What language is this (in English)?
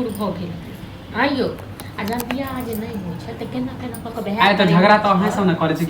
Maithili